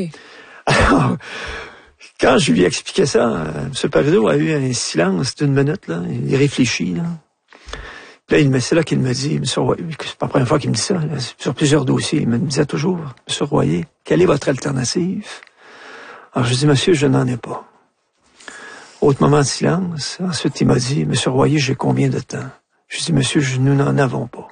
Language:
French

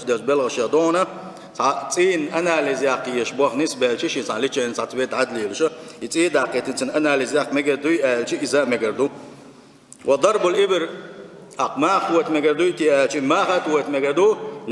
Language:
Chechen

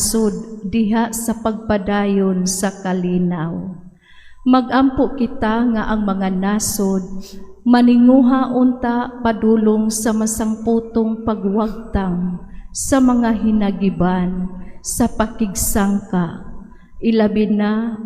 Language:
Cebuano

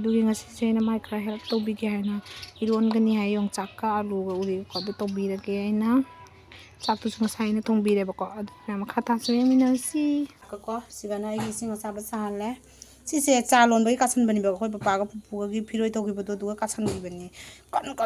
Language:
Manipuri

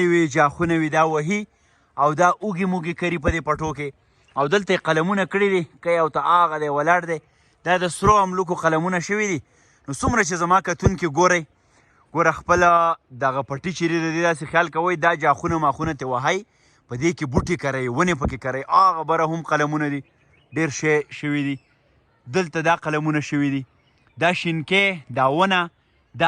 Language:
Pashto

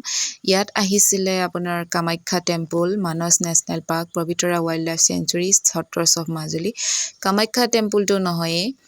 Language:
Assamese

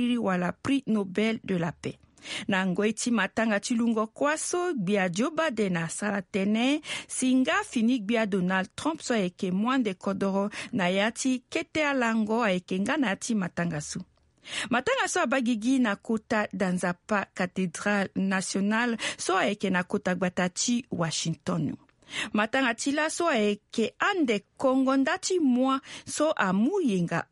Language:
Sango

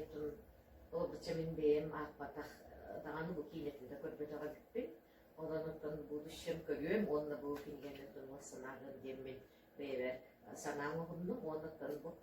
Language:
Yakut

